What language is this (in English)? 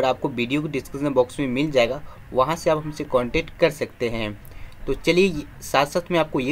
Hindi